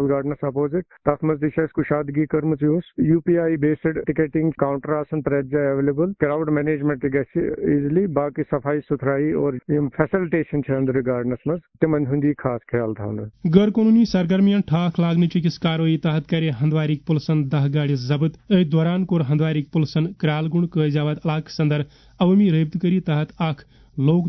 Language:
Kashmiri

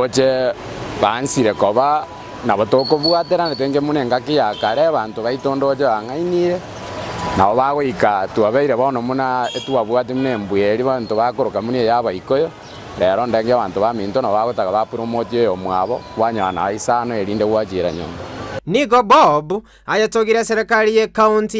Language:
Gusii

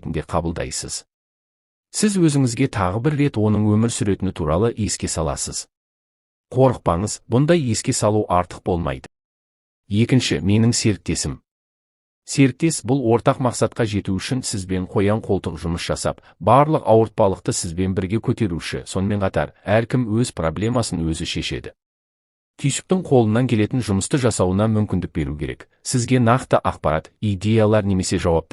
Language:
Kazakh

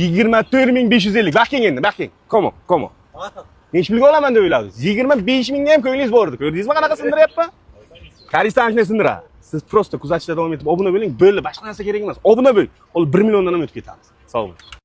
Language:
Uzbek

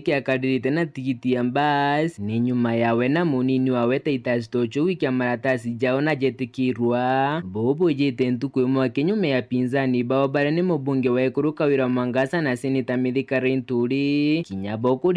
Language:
Meru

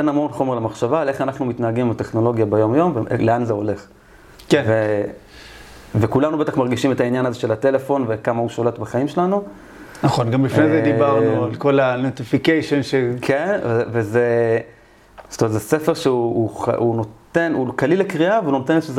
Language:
Hebrew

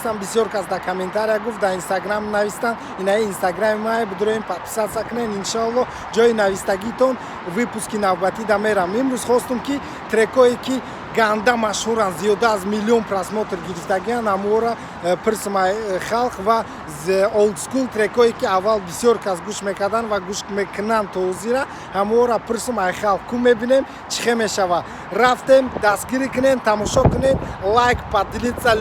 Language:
Tajik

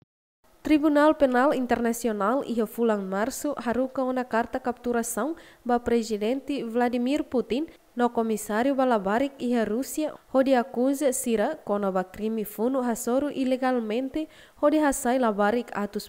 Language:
Tetum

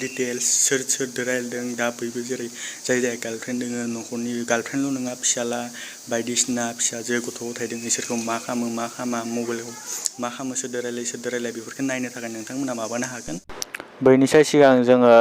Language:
Bodo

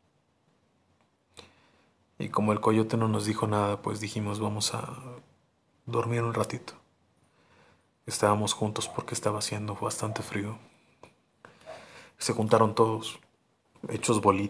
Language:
Spanish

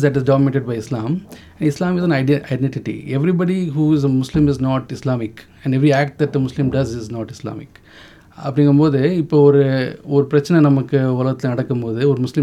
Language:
Tamil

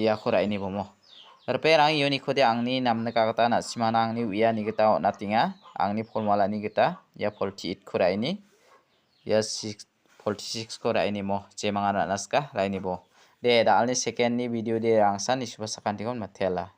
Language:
Garo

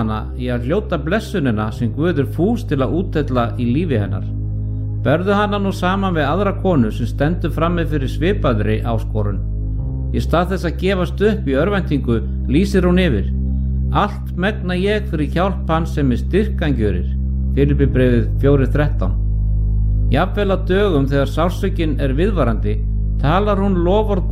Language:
Icelandic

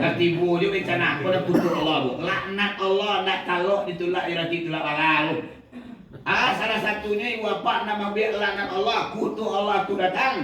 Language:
Minangkabau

